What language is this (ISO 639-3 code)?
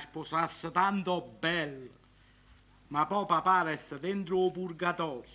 nap